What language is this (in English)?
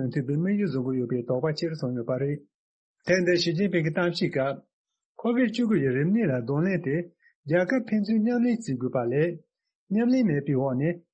Tibetan